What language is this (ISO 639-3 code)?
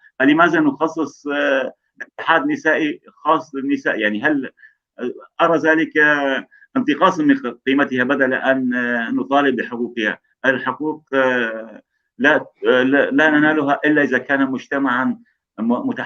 apc